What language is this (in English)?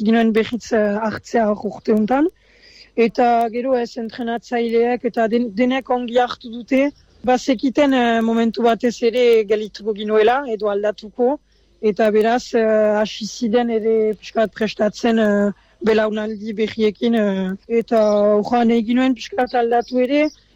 Basque